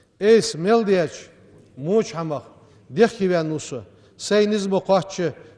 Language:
Ingush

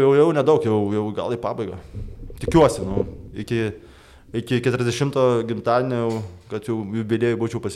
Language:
Lithuanian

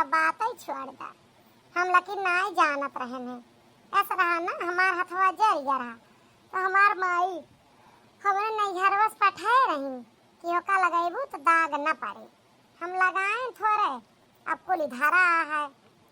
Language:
Awadhi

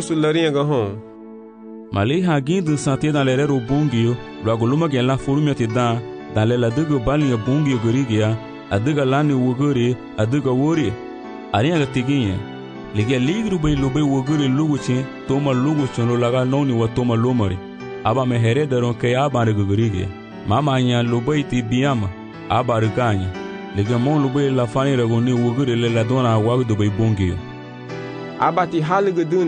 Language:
Garifuna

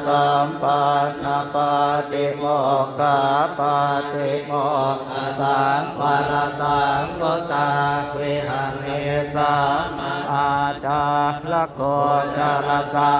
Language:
Pali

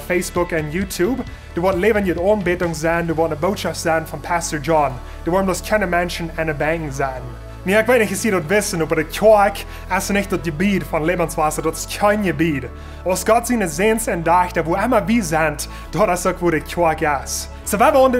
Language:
Plautdietsch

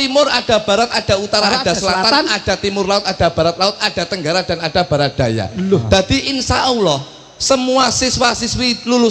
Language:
Javanese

